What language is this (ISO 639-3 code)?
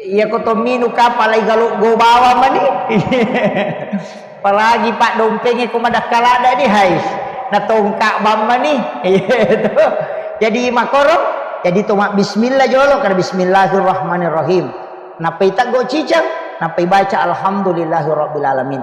bug